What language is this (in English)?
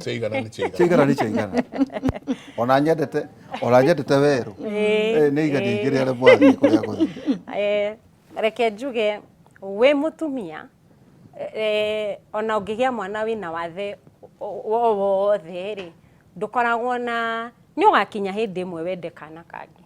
Kikuyu